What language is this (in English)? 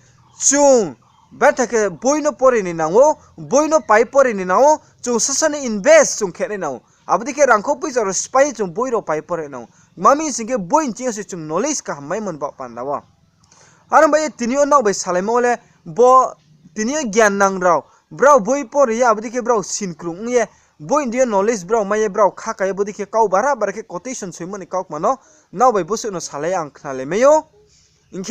Riang (India)